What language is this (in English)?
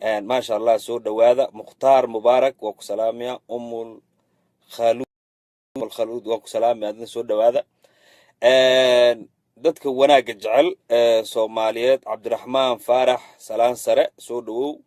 Somali